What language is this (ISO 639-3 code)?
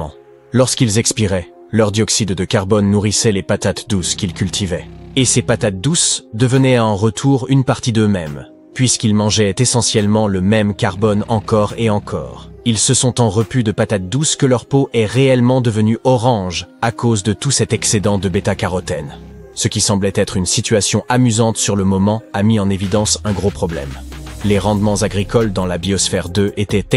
fra